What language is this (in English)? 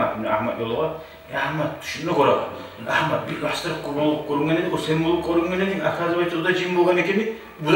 Kumyk